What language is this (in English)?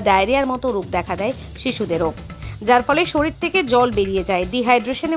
Bangla